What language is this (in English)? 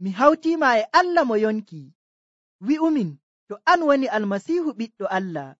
Nigerian Fulfulde